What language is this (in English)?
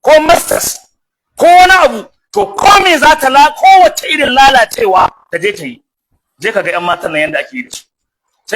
Hausa